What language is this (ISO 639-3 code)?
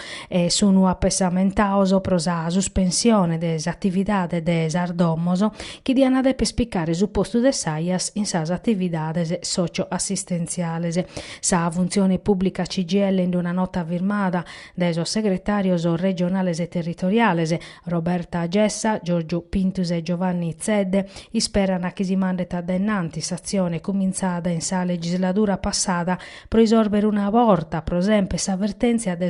srd